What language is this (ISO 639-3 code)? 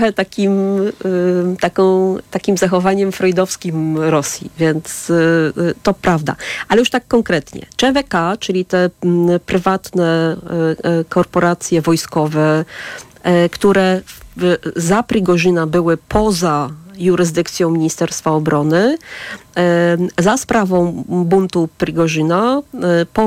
pol